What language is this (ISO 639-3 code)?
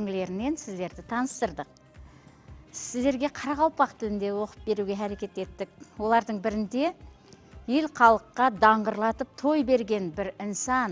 kaa